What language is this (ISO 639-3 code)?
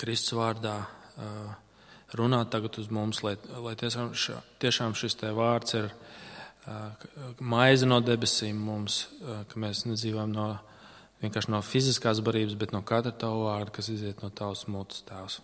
lav